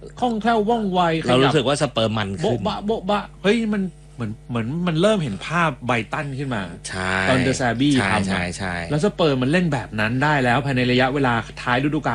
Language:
Thai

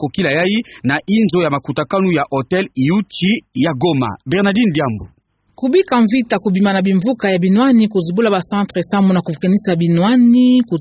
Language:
Kituba (Democratic Republic of Congo)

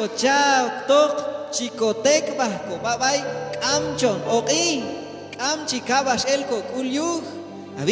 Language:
Q'anjob'al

